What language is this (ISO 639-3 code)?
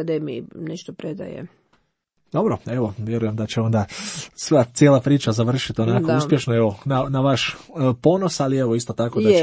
hrv